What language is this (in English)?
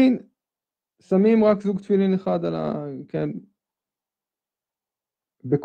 Hebrew